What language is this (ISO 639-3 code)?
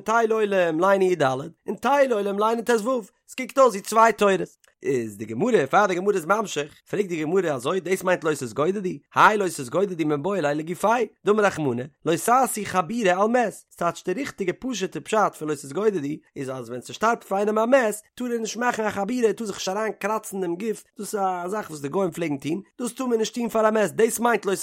yid